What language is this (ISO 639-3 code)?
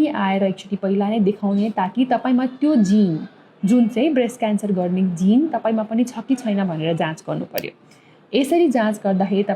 nep